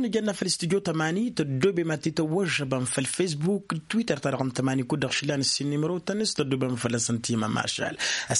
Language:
Tamasheq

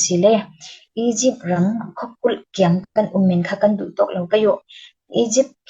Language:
Falam Chin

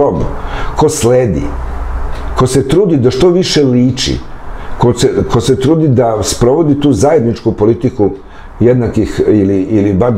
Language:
Serbian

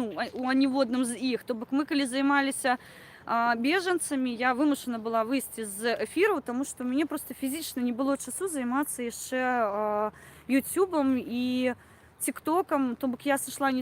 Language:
Belarusian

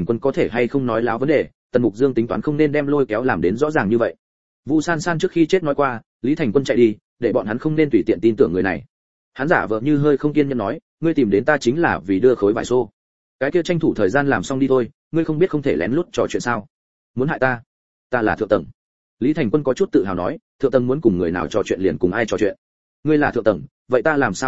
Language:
Vietnamese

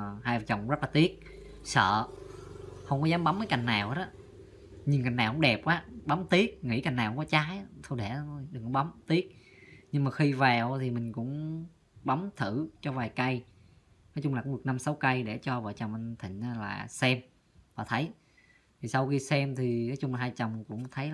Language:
Vietnamese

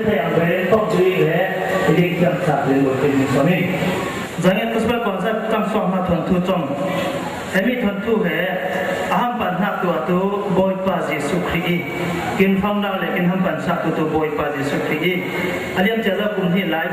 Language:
Falam Chin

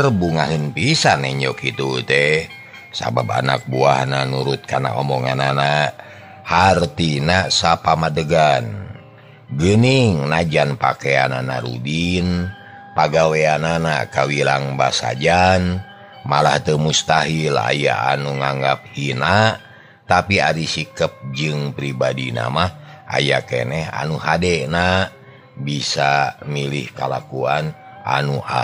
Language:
Sundanese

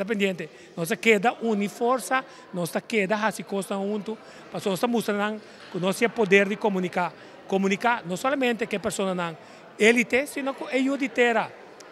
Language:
Papiamento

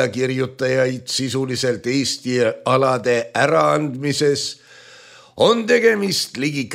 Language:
Estonian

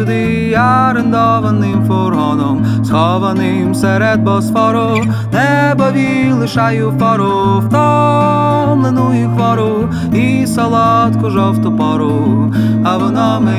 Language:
Ukrainian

